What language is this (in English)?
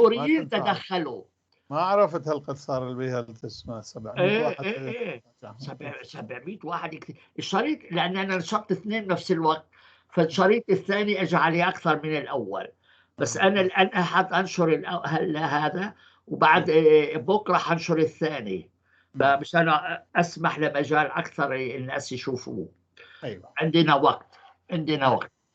North Levantine Arabic